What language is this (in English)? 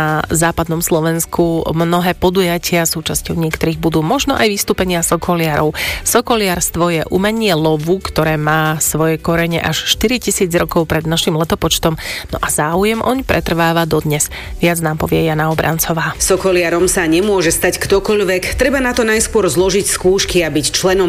Slovak